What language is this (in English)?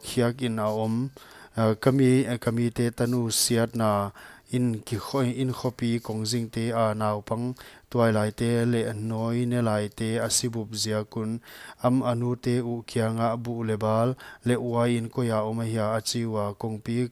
Paite Chin